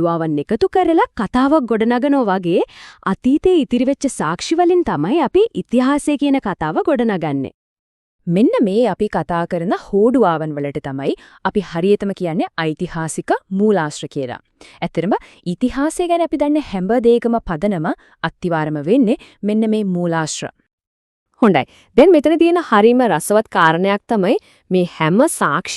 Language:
Sinhala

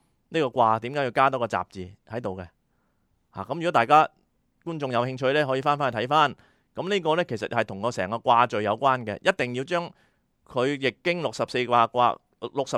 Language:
Cantonese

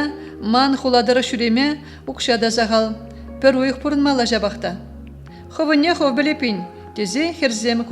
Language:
Chuvash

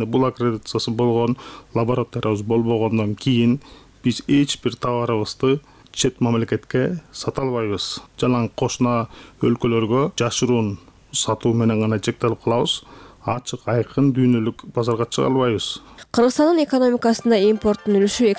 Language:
Kyrgyz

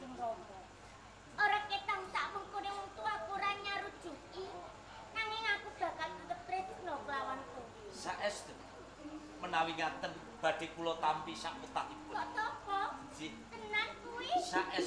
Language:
Javanese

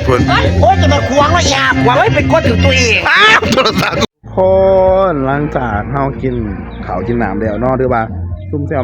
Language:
Northeastern Thai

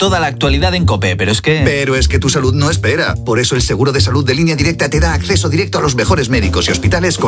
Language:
Spanish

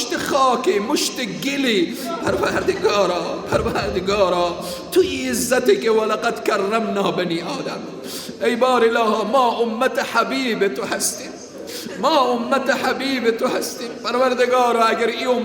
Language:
Persian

